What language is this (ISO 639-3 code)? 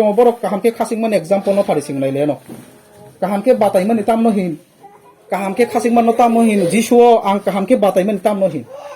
trp